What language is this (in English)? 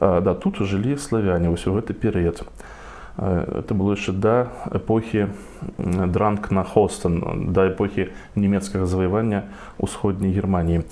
Belarusian